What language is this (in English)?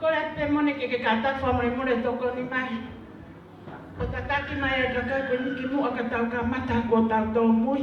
Tongan